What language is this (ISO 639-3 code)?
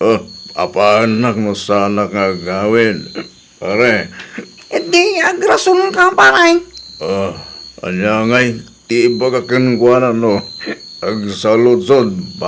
ilo